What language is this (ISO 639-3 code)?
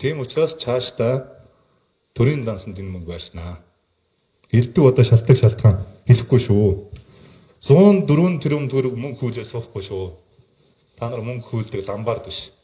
mon